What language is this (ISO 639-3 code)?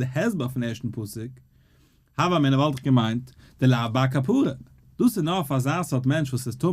yid